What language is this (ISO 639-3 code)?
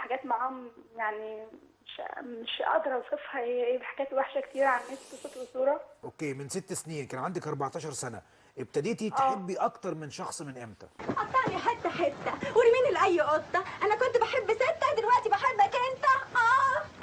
arz